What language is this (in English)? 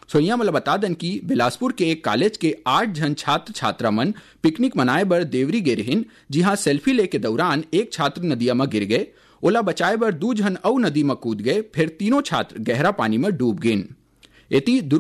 Chhattisgarhi